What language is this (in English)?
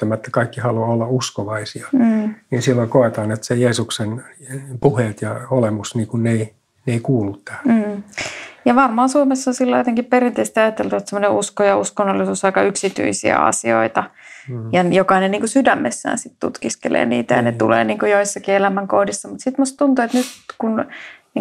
Finnish